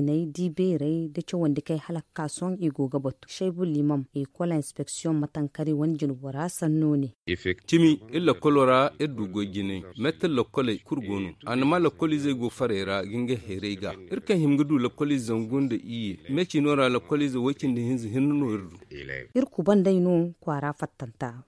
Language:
Zarma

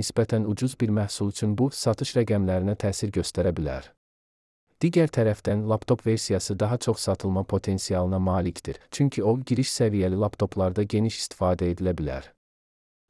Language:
Azerbaijani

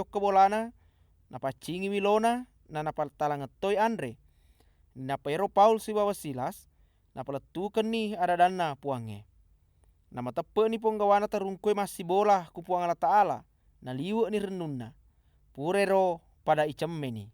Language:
Buginese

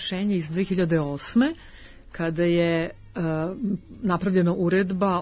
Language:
Serbian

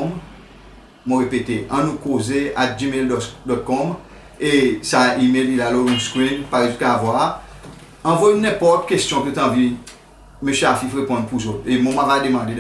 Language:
Seselwa Creole French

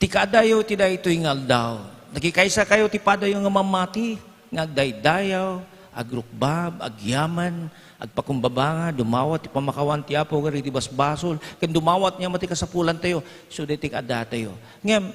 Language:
Iloko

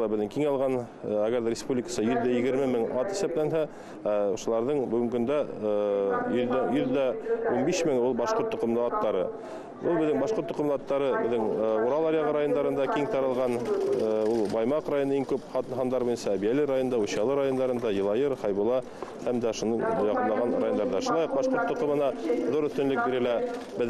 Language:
Bashkir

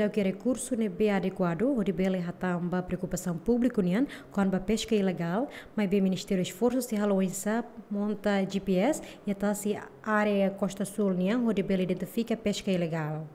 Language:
Tetum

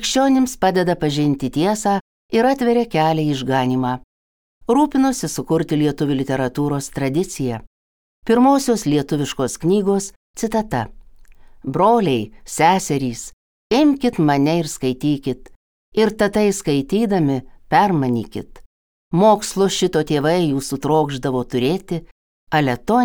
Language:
Lithuanian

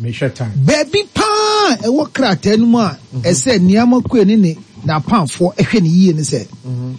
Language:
Akan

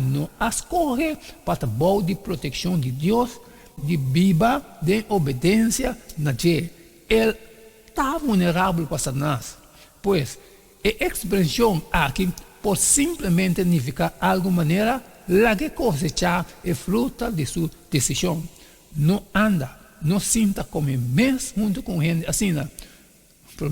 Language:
Papiamento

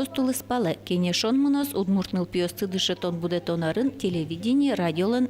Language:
Udmurt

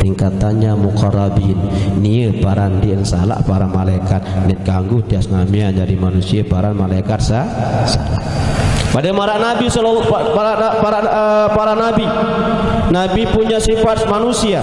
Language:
Sasak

